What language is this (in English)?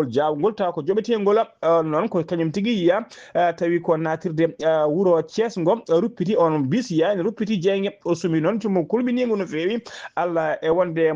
Fula